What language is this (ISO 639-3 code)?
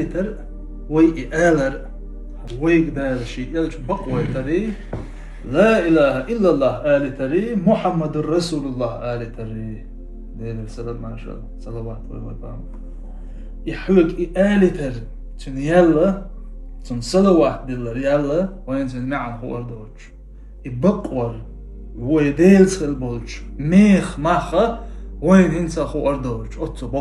che